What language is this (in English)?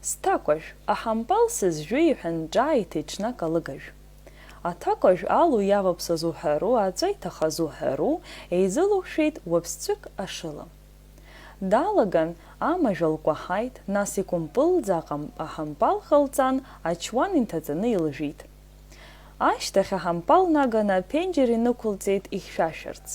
Abkhazian